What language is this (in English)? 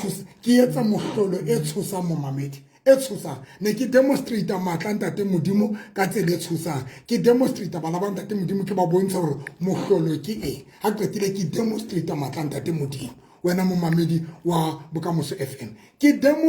Southern Sotho